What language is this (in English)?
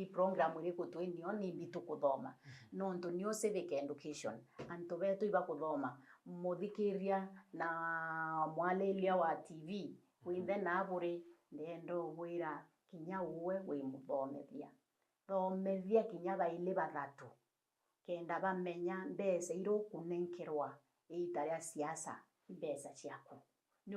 Meru